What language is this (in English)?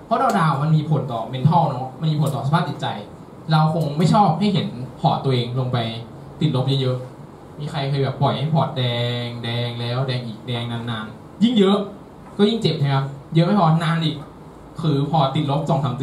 Thai